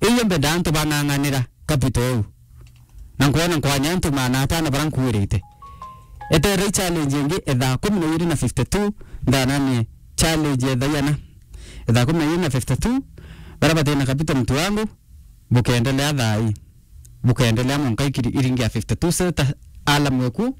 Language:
Meru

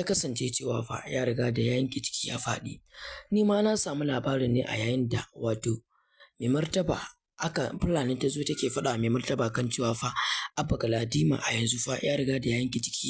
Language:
Hausa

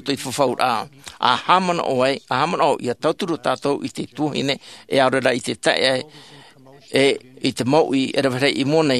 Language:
Tahitian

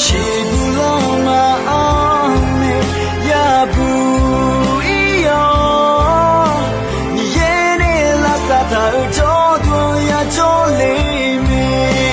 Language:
Akha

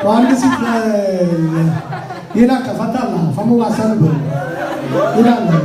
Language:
Neapolitan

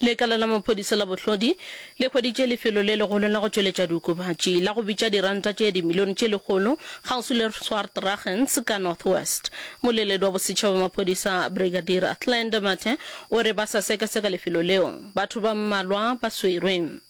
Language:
Northern Sotho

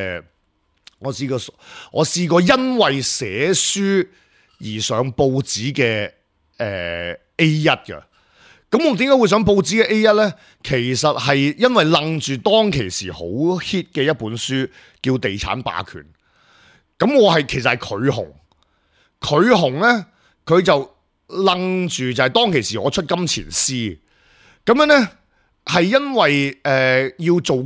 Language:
Cantonese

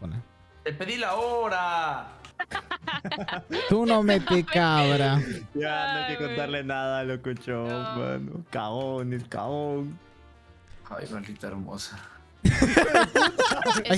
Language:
Spanish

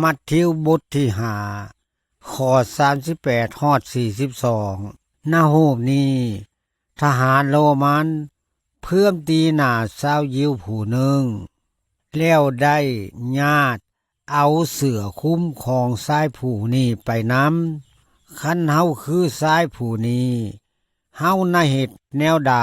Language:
Lao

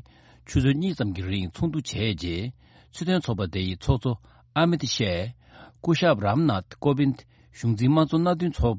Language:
Tibetan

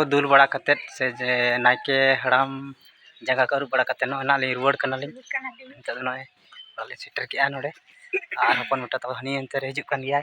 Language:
Santali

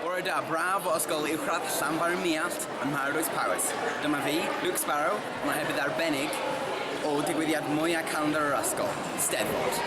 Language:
Welsh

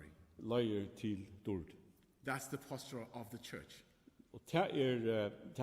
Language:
Faroese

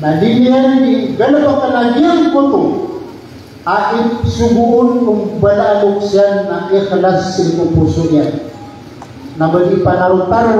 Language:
Maranao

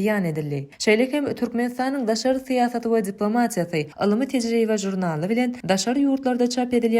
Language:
Turkmen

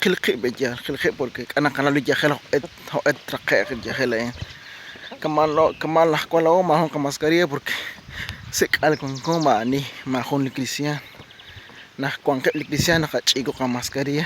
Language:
Kekchí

